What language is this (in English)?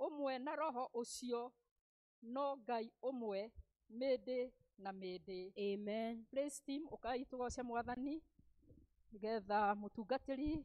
Kikuyu